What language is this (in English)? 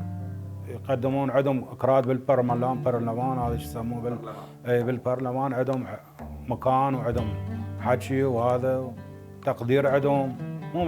Mesopotamian Arabic